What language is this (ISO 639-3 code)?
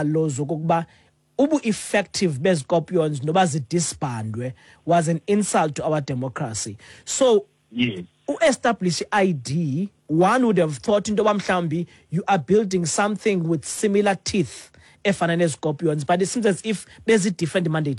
xho